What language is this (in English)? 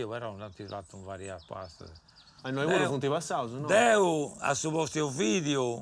Sardinian